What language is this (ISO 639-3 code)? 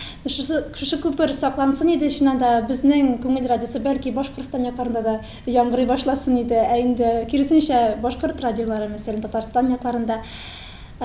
tat